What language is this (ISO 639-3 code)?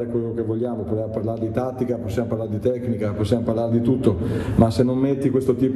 ita